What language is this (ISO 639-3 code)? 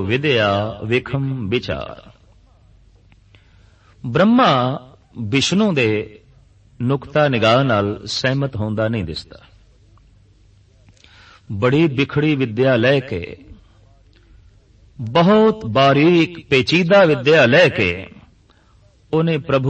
pan